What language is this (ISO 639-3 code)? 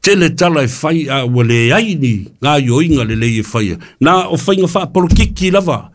smo